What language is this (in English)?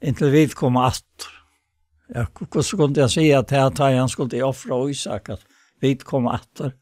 Faroese